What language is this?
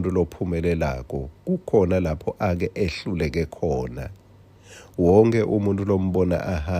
Swati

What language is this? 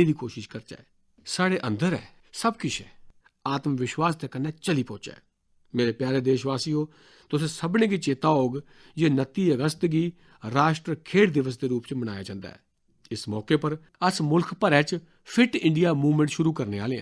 Dogri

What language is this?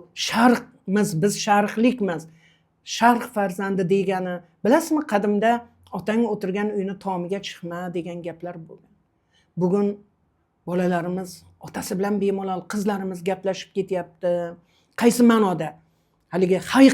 Uzbek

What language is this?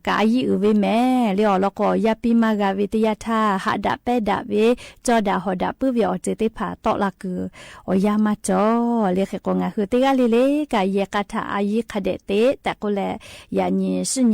Lahu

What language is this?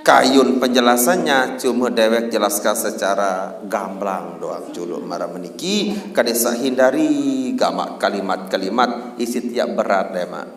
Sasak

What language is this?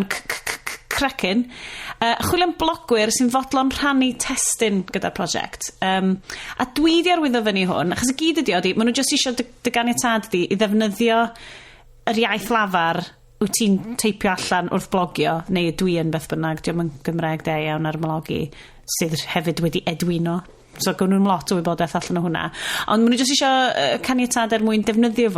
Welsh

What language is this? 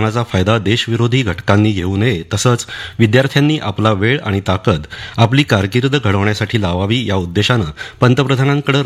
Marathi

